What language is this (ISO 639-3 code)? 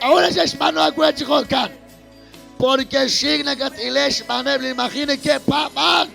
kek